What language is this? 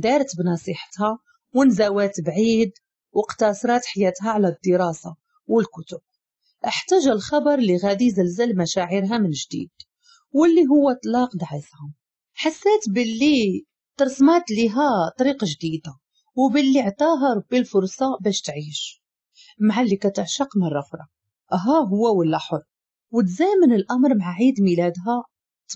Moroccan Arabic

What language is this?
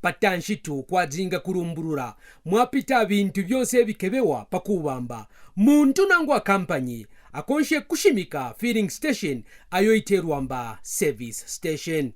Kaonde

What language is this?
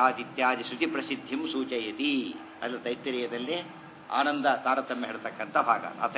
Kannada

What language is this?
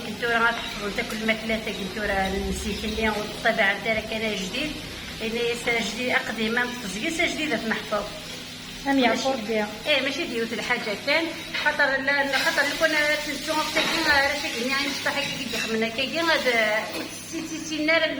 Kabyle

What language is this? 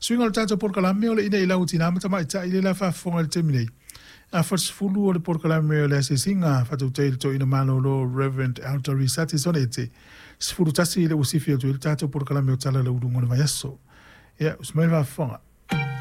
Samoan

